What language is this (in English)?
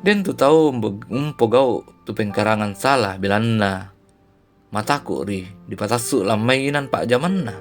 Toraja-Sa'dan